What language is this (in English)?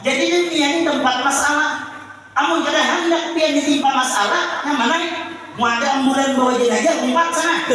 Banjar